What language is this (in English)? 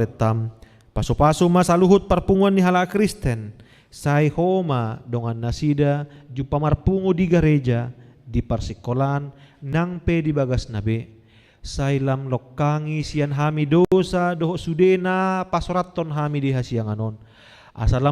Batak Toba